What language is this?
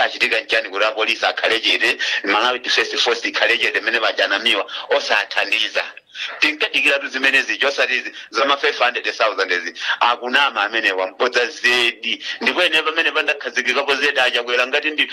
Nyanja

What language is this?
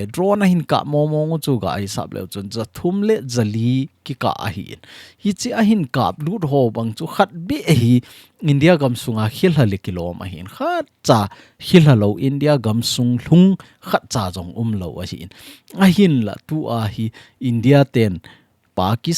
Thado Chin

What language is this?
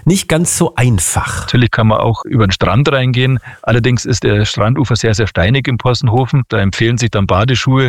German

